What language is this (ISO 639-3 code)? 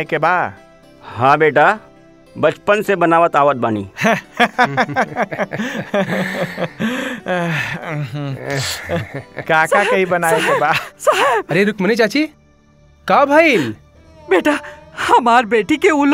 bho